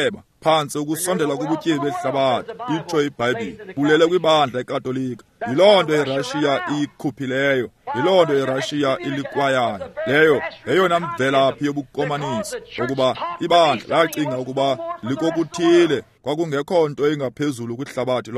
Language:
Xhosa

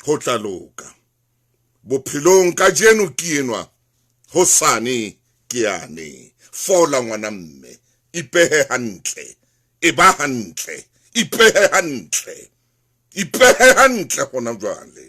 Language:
Southern Sotho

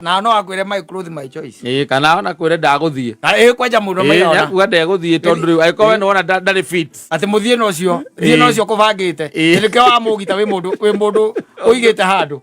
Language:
Kikuyu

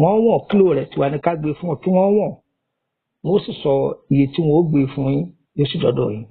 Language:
Yoruba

